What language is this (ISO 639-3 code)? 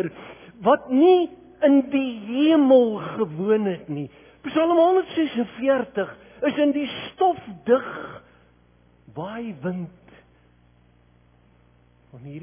afr